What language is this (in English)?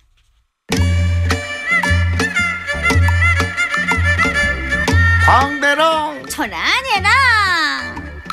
Korean